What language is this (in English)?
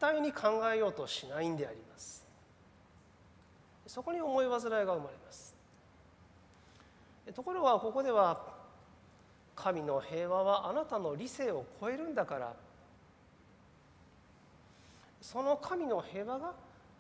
Japanese